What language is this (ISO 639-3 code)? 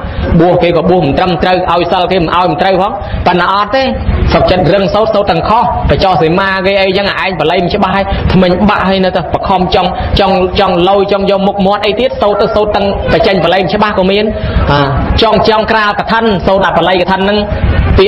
khm